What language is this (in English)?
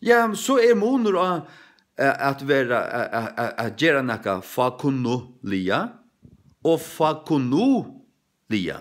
Faroese